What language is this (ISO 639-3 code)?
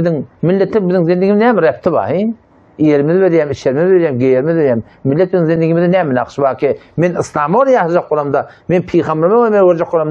tuk